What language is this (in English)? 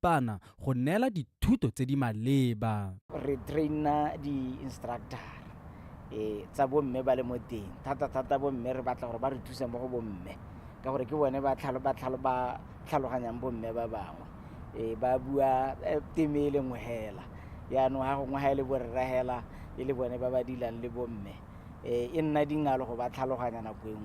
Tswana